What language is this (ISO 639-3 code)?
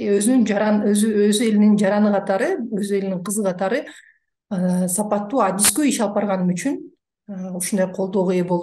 kir